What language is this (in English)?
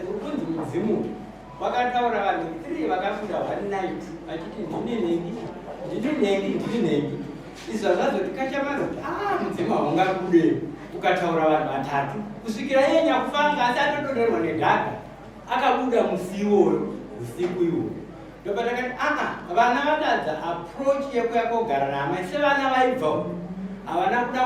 Shona